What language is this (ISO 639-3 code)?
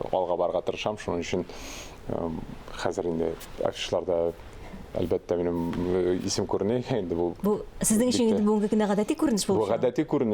tat